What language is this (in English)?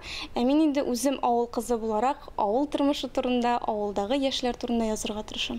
Tatar